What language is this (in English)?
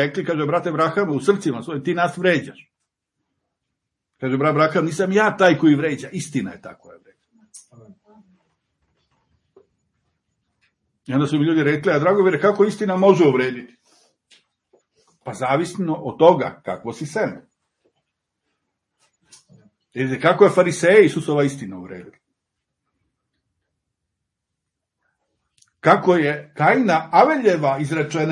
Serbian